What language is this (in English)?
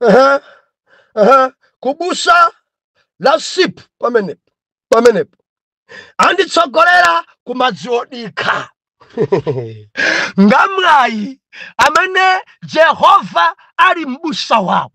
Nyanja